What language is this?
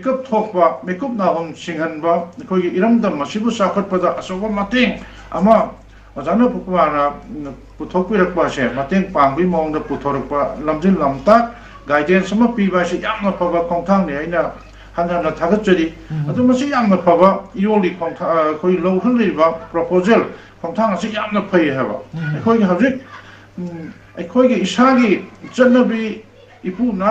Manipuri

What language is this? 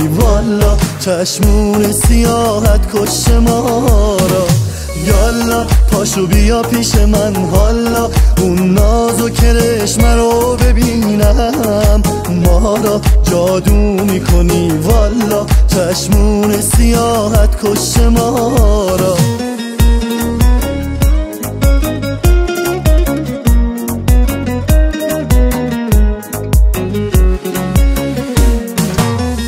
Persian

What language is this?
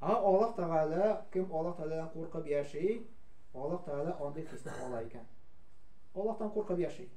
Tatar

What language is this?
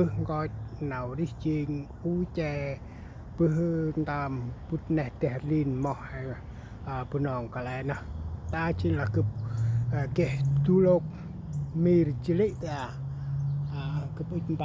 Central Mnong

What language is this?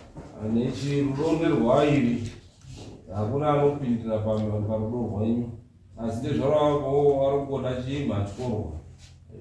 Shona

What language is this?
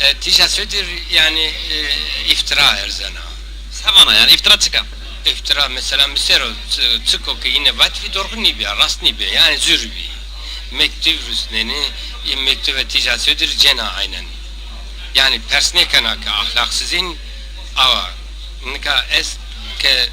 Zaza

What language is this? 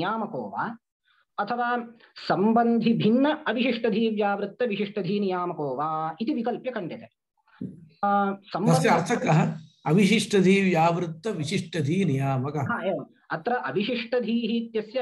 Sanskrit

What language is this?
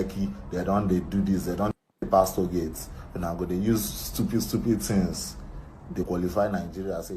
Nigerian Pidgin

